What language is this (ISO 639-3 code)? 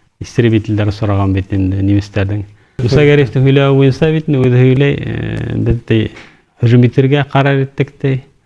bak